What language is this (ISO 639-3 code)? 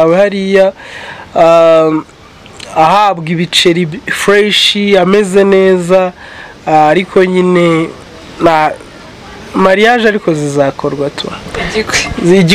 kin